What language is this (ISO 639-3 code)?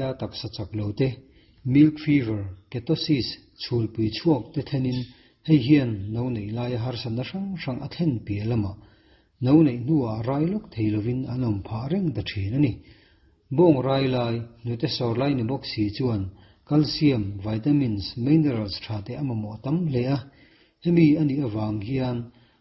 lus